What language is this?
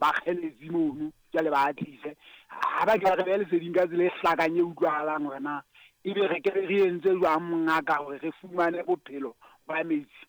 Southern Sotho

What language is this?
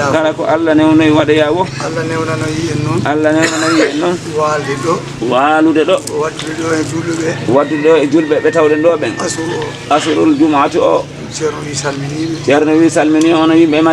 Fula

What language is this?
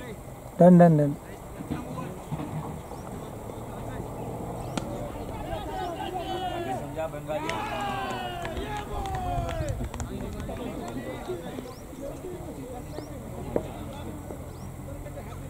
Hindi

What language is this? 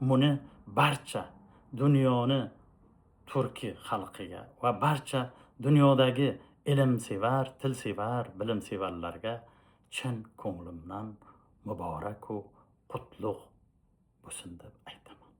Uzbek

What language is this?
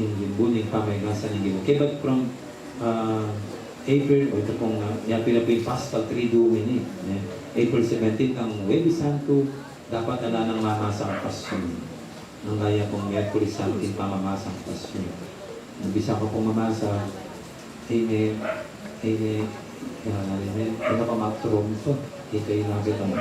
Pampanga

